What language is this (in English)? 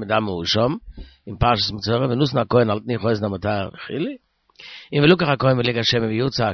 Yiddish